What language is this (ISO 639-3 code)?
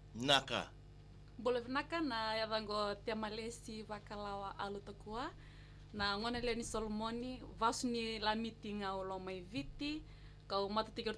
fij